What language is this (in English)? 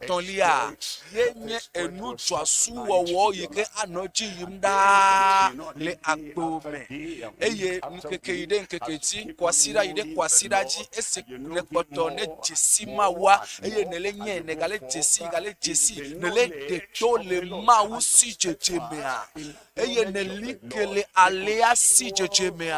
Ewe